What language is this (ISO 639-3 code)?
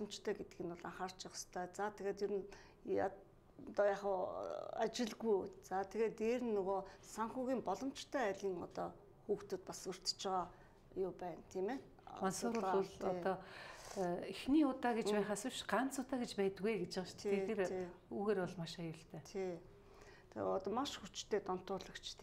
mon